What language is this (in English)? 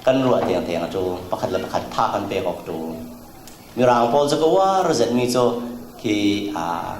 Falam Chin